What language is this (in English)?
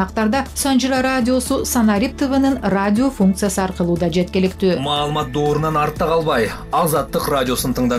Kyrgyz